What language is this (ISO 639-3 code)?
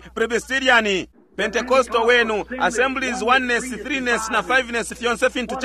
bem